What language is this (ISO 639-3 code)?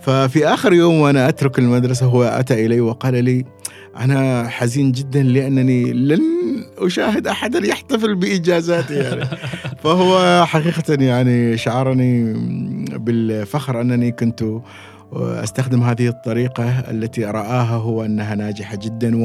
afb